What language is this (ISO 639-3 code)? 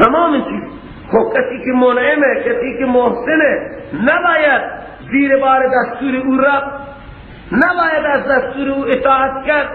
fas